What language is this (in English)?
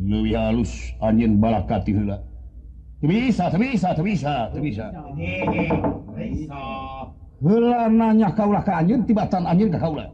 Sundanese